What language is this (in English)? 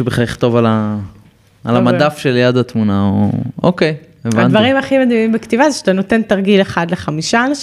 Hebrew